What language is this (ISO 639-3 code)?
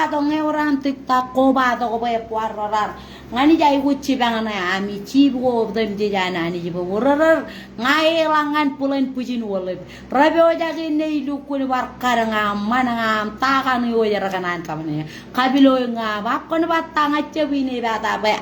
mah